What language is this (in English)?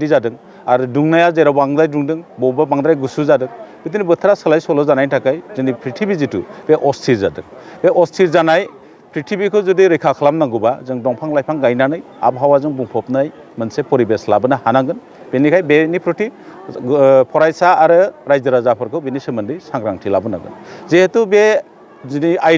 Bodo